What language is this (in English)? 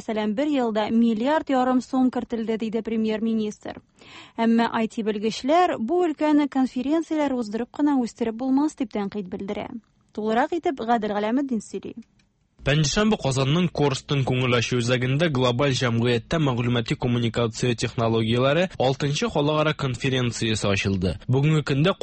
Tatar